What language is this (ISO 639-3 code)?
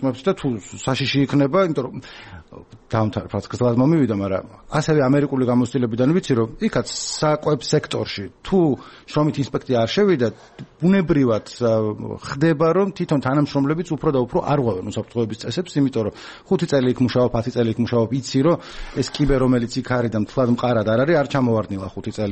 kat